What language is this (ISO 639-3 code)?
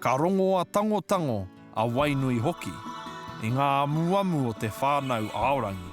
mri